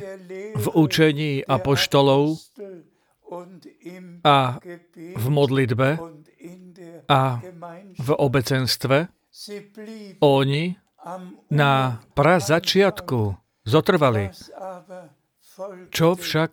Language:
Slovak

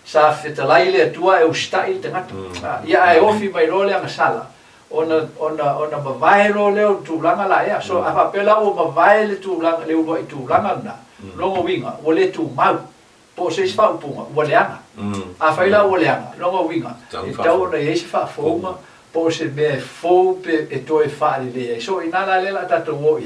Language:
Samoan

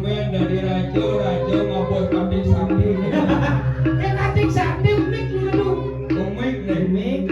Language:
Balinese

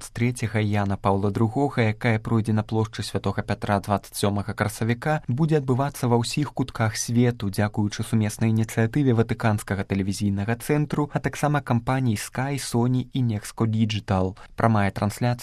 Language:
Belarusian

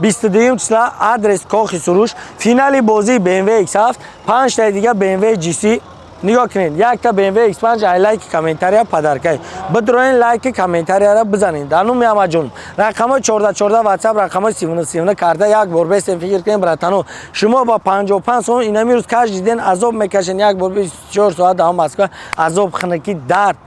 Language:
Tajik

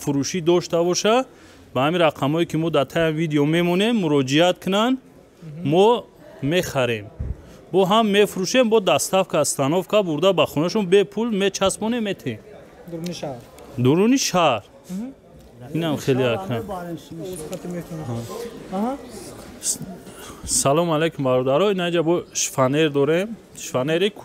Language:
Tajik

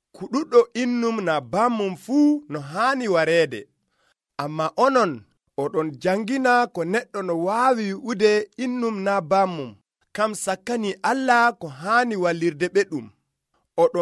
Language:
Nigerian Fulfulde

